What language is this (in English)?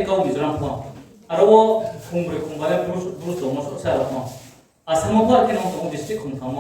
Riang (India)